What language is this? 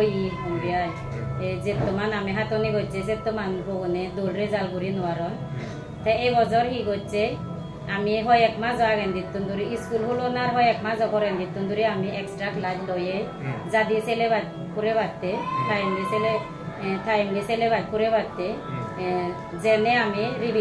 Chakma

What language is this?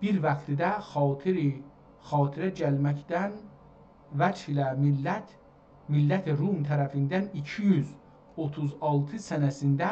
South Azerbaijani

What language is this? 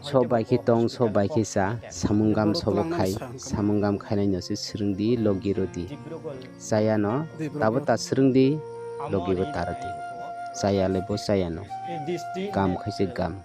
Kok Borok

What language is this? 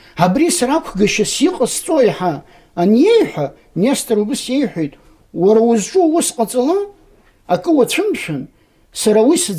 Abkhazian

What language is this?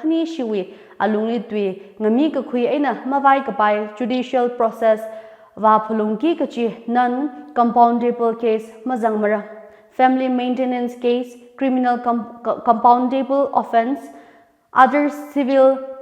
Tangkhul Naga (India)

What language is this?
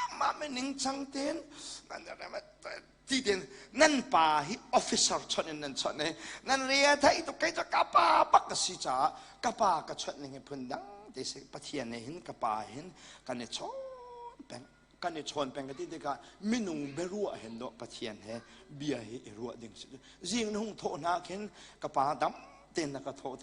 Hakha Chin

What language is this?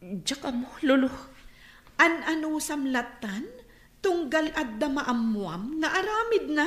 Iloko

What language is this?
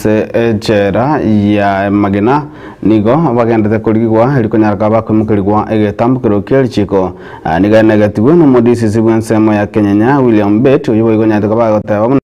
Gusii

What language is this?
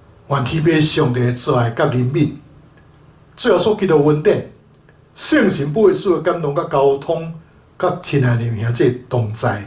Min Nan Chinese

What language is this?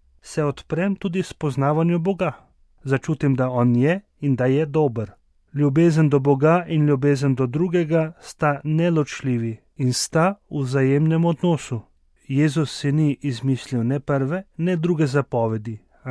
Slovenian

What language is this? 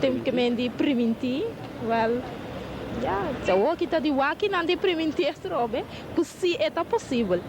Papiamento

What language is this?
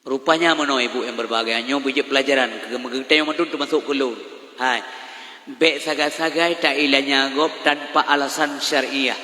Achinese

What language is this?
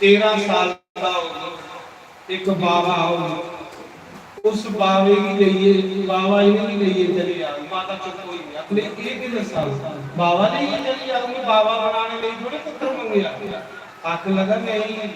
Dogri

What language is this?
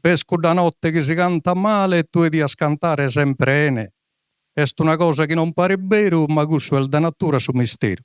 Sardinian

